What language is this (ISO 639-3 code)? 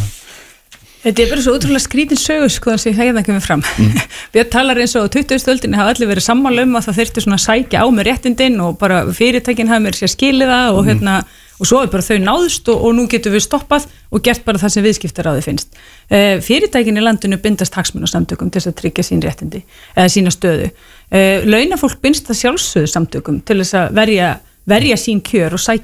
isl